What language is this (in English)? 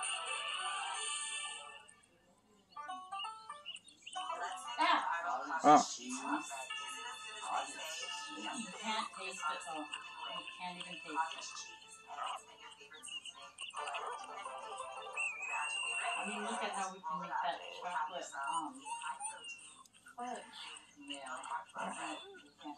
English